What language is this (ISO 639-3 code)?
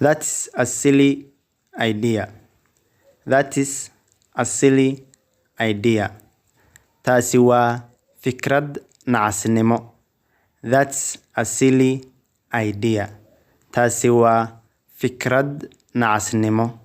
som